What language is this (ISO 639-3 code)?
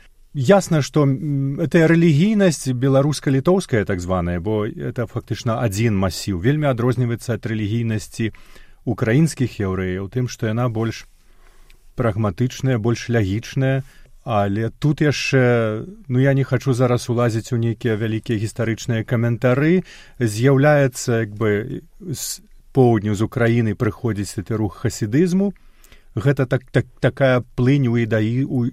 bel